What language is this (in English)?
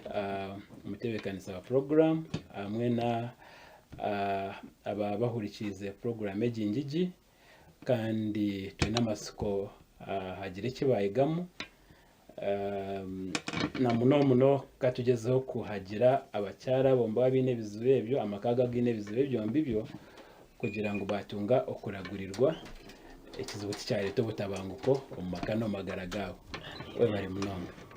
Nyankole